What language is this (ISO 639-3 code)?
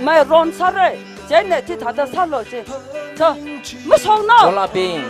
nmf